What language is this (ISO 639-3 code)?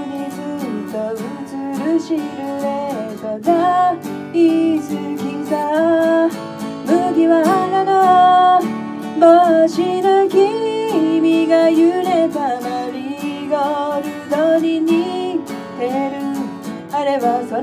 jpn